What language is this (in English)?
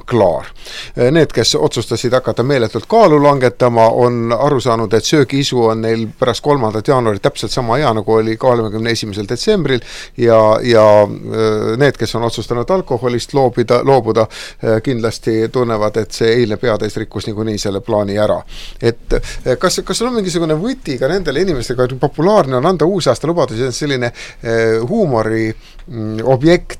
Estonian